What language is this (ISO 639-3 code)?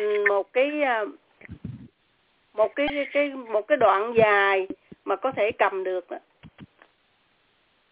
vie